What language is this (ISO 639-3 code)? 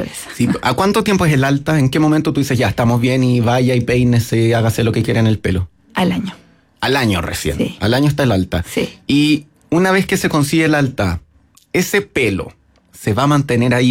spa